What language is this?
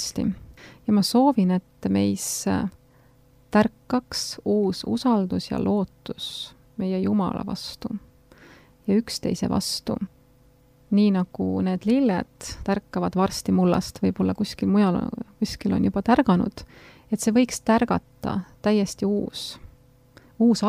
Estonian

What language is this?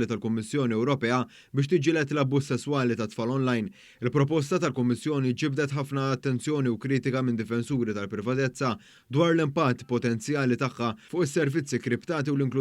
Maltese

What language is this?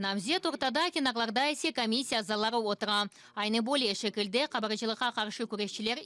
Crimean Tatar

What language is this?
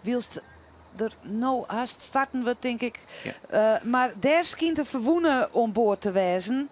Western Frisian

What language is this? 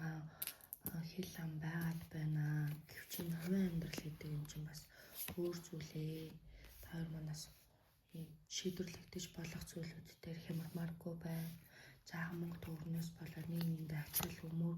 Mongolian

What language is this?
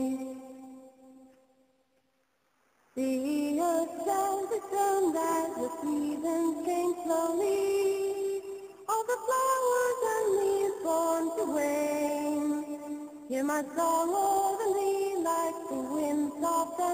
English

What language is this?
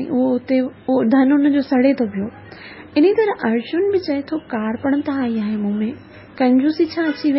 Sindhi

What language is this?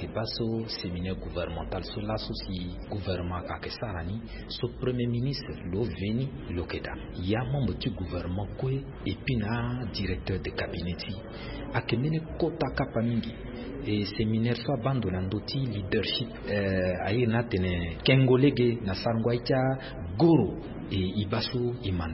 Sango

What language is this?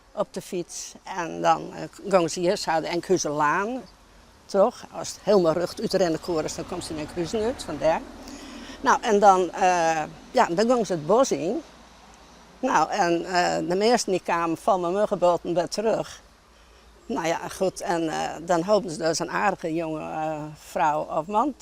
Western Frisian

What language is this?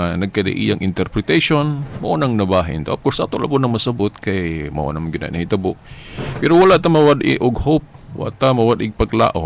Cebuano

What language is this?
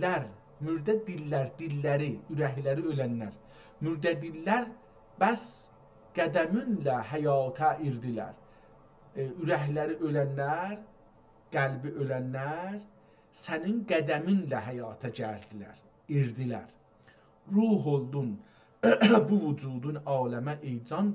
South Azerbaijani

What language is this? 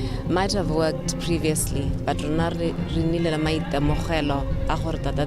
Tswana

